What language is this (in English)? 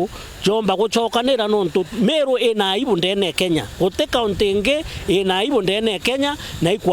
Meru